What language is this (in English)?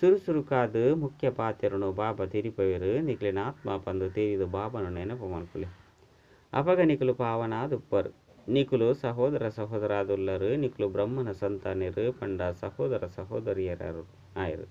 Tulu